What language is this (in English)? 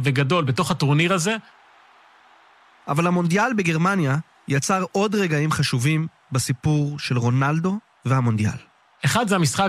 Hebrew